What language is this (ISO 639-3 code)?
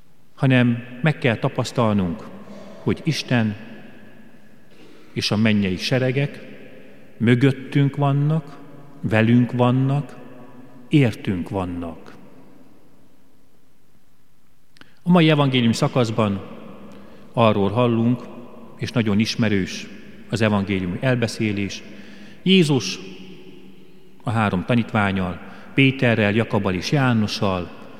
hun